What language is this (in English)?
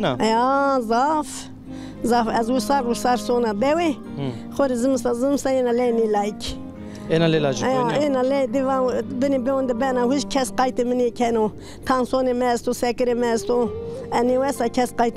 Zaza